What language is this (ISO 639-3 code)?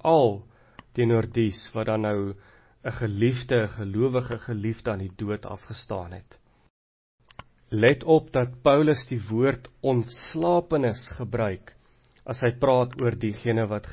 afr